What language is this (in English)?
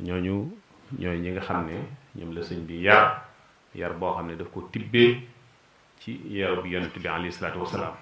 Wolof